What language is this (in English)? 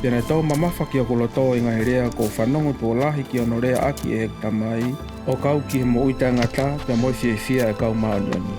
Tongan